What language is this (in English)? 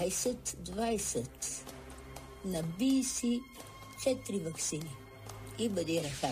Bulgarian